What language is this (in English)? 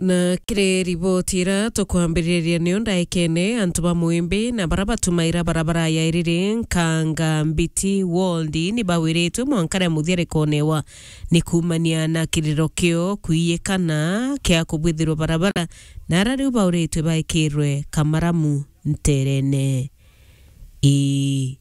Meru